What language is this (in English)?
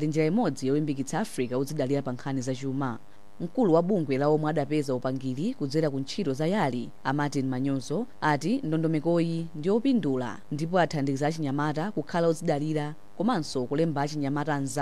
Nyanja